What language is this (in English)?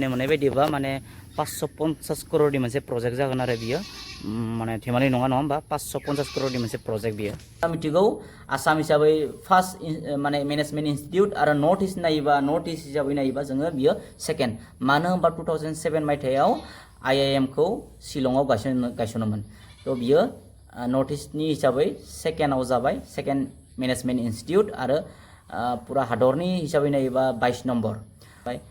Bodo